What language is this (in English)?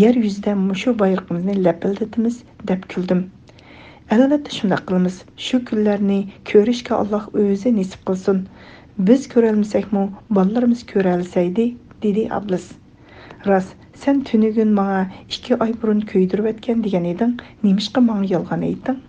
Uyghur